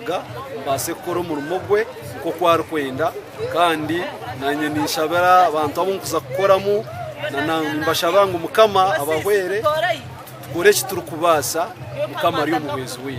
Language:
Nyankole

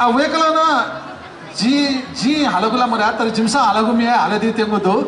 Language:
Newari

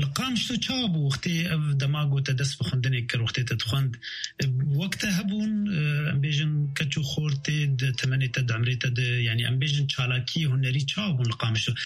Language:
Kurdish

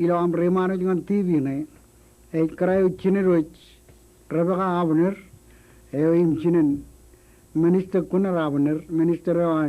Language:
Marshallese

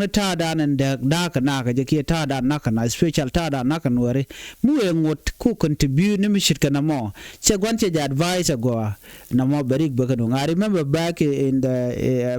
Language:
Nuer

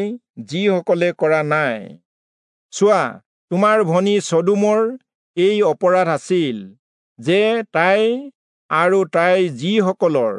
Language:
Assamese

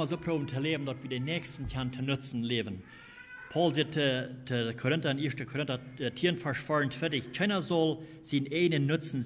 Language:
Plautdietsch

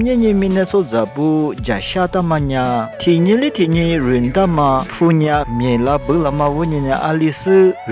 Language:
Lisu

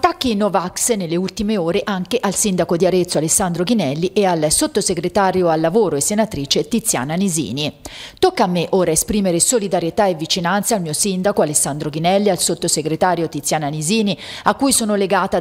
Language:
Italian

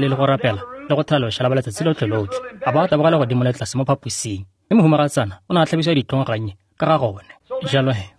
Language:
Tswana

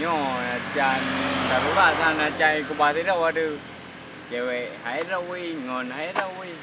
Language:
Achinese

